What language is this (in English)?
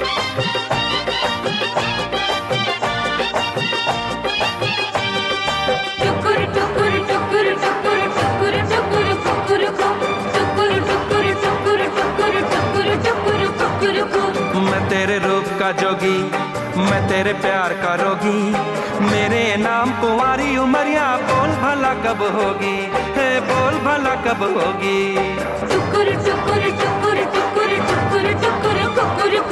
Hindi